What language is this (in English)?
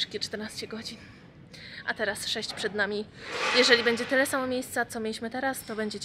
Polish